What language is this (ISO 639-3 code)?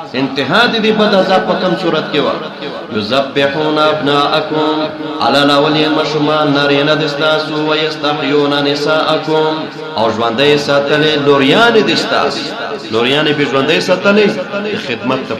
pus